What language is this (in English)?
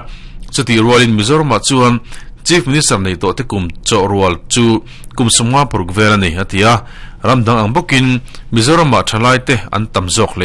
Mizo